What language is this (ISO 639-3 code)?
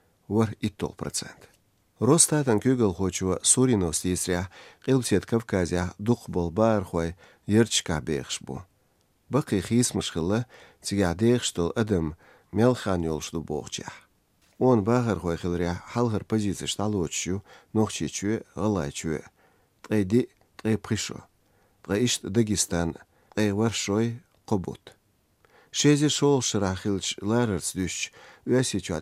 che